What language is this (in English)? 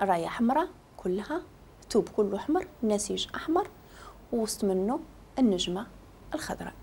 Moroccan Arabic